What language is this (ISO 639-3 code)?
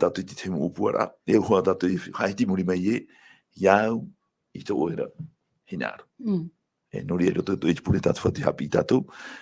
tah